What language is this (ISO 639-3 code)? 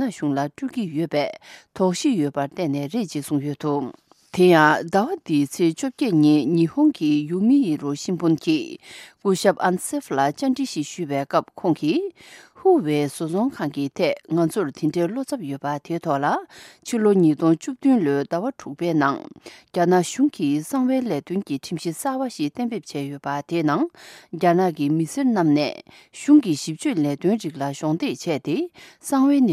bod